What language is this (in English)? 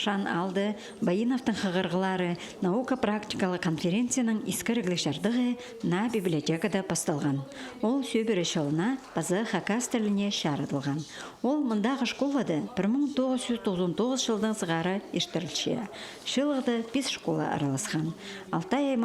Khakas